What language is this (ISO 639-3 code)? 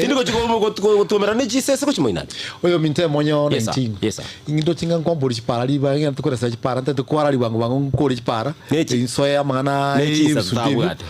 guz